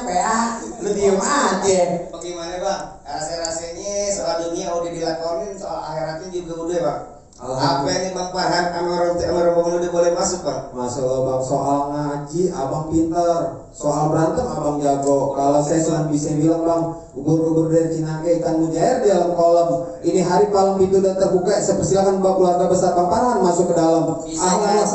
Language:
Betawi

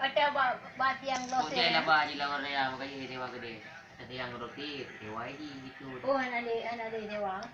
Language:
Achinese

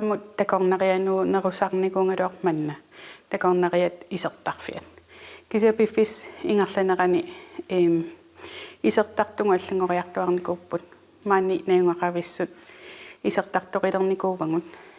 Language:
Kalaallisut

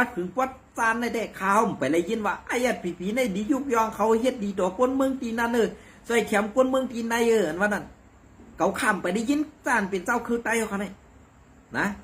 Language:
Shan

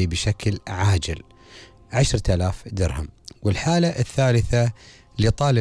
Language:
Gulf Arabic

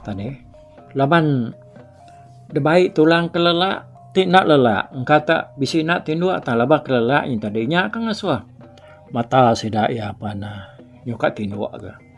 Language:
Iban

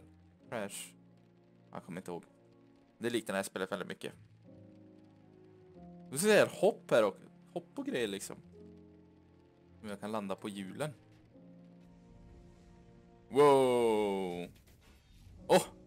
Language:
Swedish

